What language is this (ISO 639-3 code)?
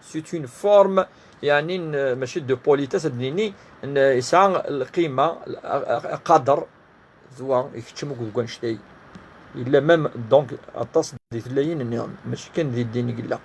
kab